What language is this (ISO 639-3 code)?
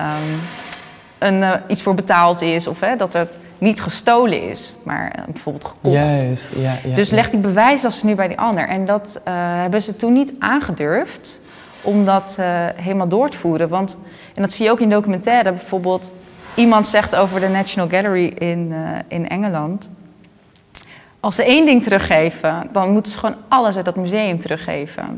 nld